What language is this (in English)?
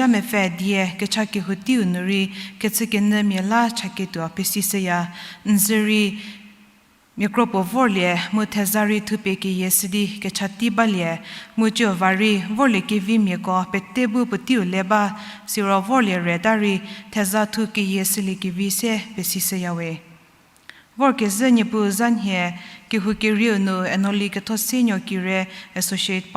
Angami Naga